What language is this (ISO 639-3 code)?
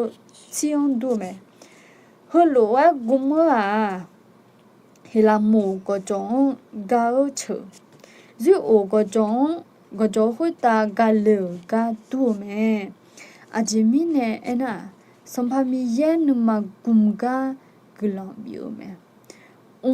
ahk